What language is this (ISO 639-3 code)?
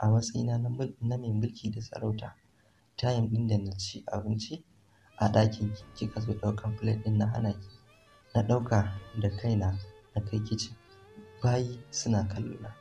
hau